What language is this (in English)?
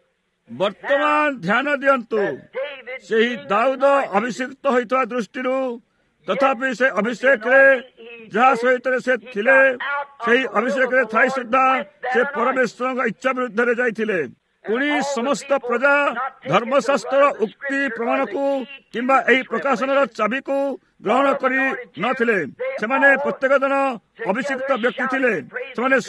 Odia